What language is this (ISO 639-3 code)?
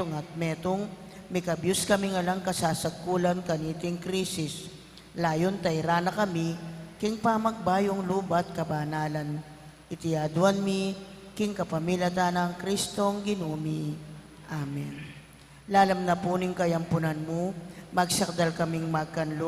pam